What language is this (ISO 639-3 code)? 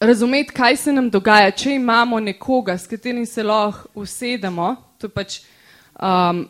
slv